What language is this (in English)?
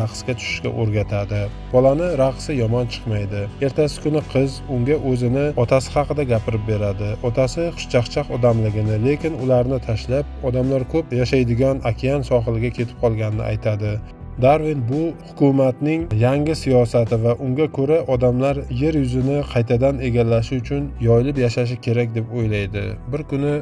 Uzbek